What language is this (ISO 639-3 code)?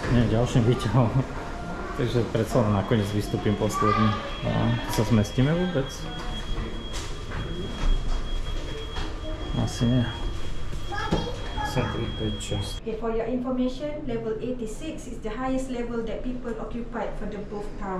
slk